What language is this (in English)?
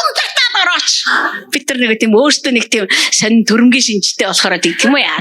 Mongolian